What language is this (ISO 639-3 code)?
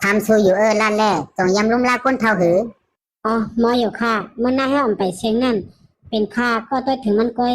shn